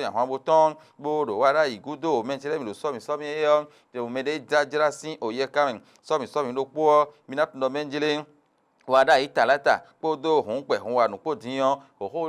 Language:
Fon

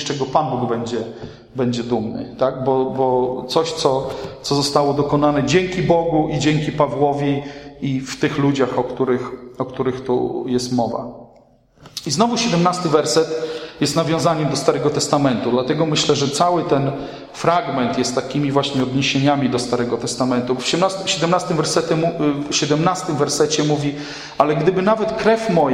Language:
Polish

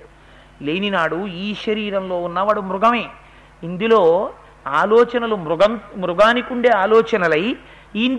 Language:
Telugu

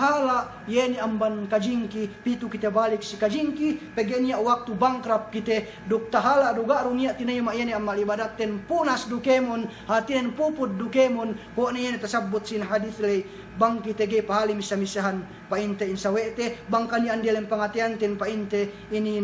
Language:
Yakan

